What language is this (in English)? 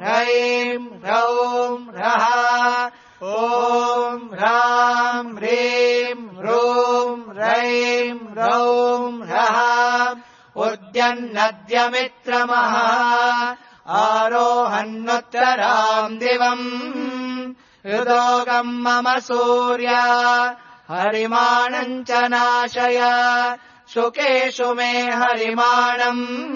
Sanskrit